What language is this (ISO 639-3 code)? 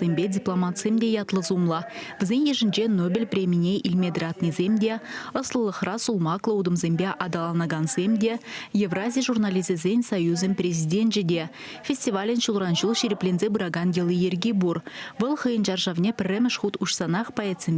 chv